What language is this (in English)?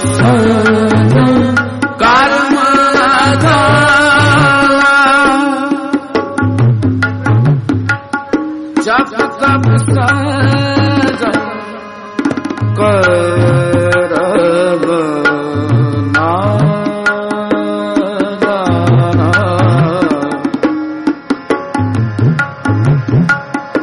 Punjabi